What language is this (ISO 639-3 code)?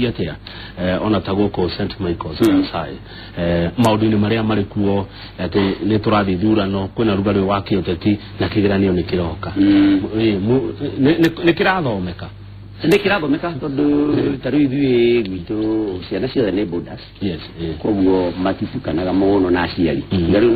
kik